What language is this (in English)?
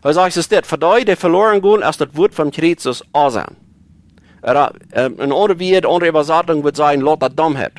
Plautdietsch